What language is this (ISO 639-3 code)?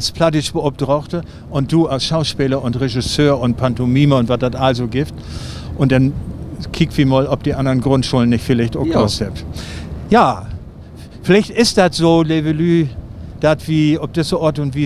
nds